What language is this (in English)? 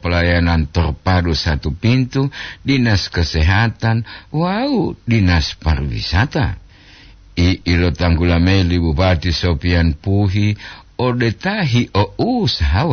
Gorontalo